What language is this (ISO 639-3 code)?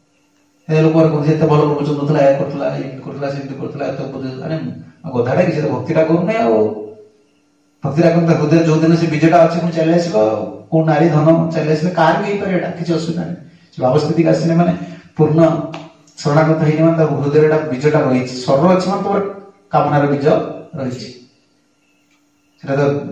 ori